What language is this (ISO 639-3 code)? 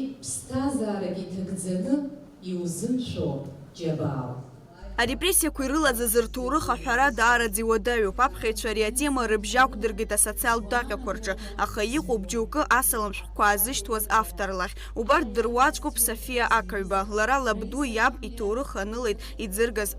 abk